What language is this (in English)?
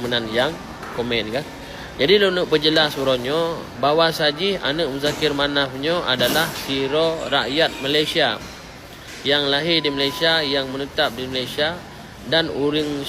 Achinese